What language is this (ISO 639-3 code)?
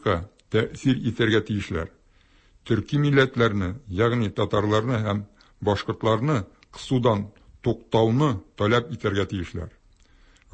tat